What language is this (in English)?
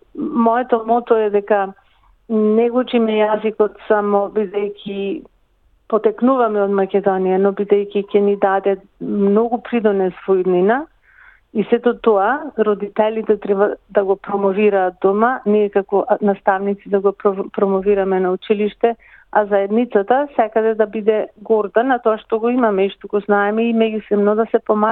Macedonian